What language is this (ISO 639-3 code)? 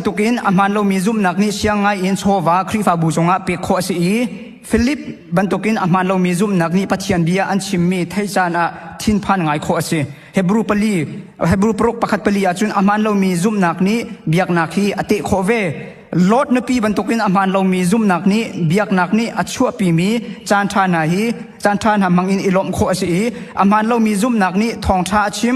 cnh